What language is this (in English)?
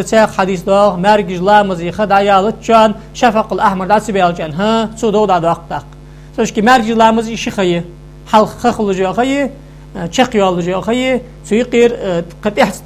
Ingush